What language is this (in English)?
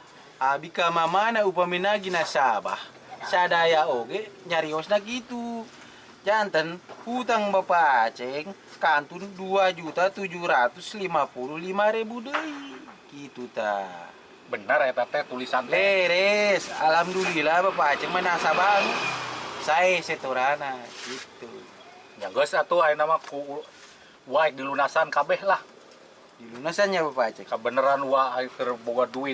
Sundanese